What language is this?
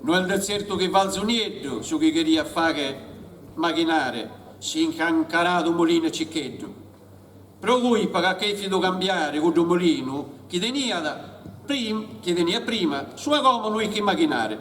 Sardinian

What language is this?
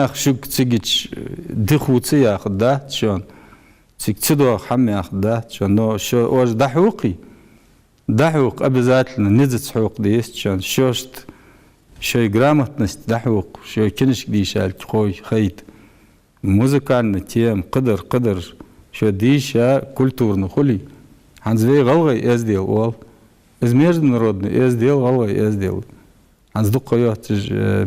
Ingush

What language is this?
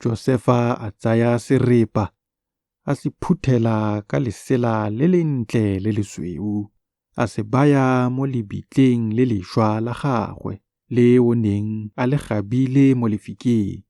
Tswana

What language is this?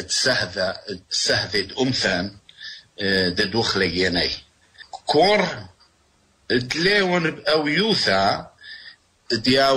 Assyrian Neo-Aramaic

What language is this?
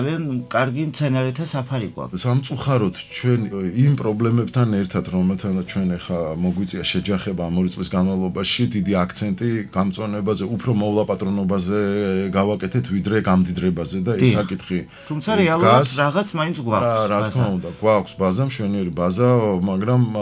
Georgian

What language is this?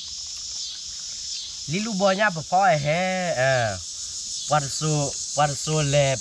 S'gaw Karen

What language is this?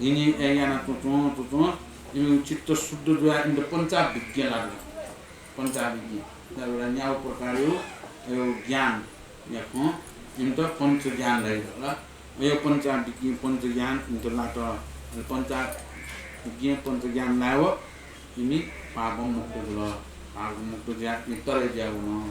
Newari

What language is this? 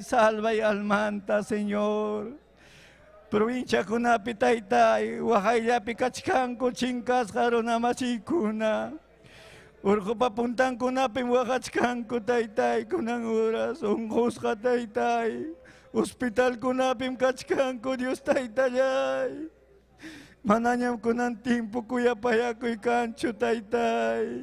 Ayacucho Quechua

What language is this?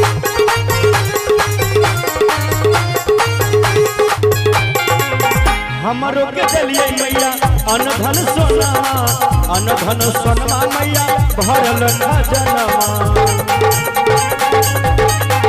Bhojpuri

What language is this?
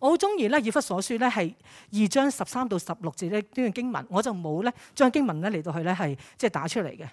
Cantonese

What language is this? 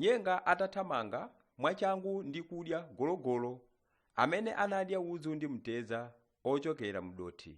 Nyanja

